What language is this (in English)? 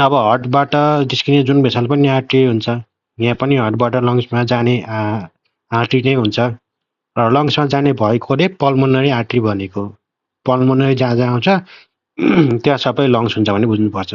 Nepali